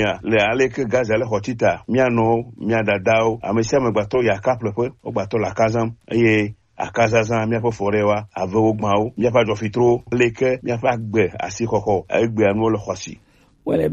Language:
Gen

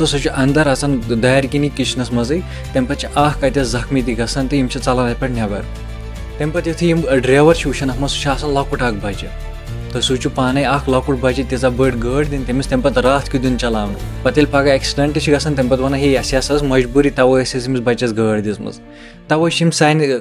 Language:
Kashmiri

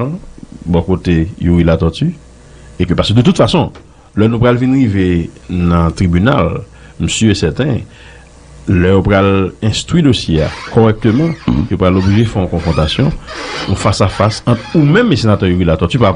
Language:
Haitian Creole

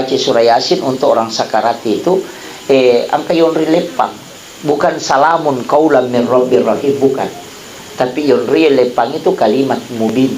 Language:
Buginese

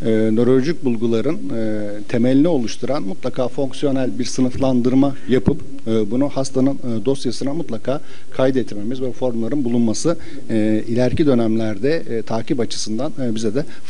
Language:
Turkish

